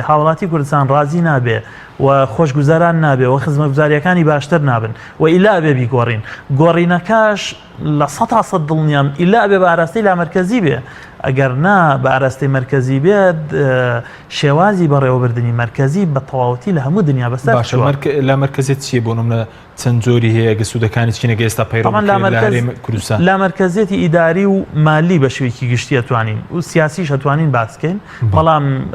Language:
Central Kurdish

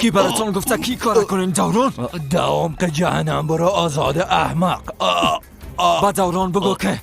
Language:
Persian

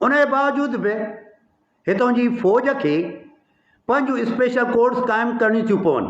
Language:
Sindhi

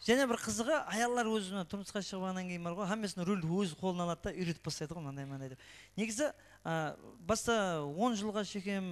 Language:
Kara-Kalpak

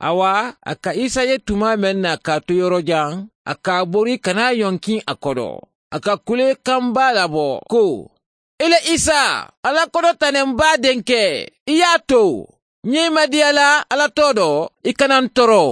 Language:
Mandingo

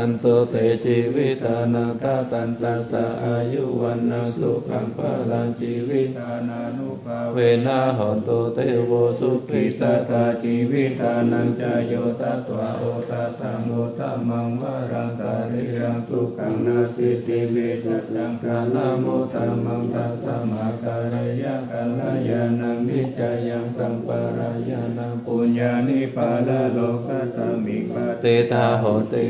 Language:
Pali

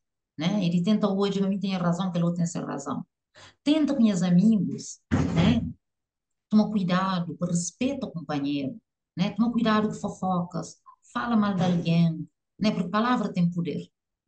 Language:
Kabuverdianu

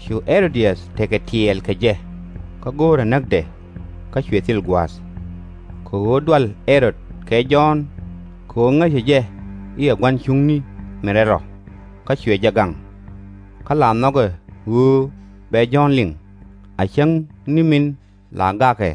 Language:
Nuer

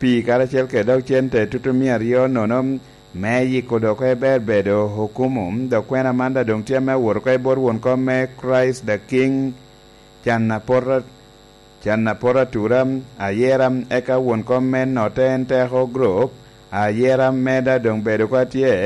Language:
Lango (Uganda)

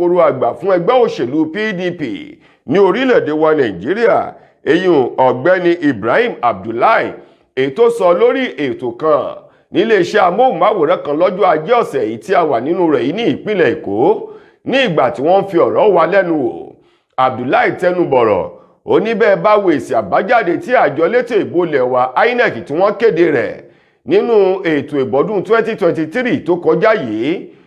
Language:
Yoruba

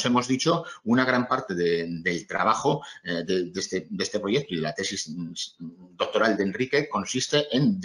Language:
Spanish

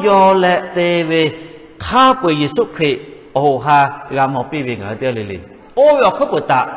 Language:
Lahu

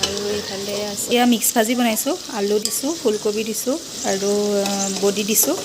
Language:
Assamese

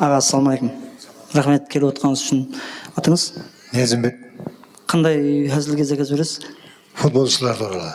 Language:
Kara-Kalpak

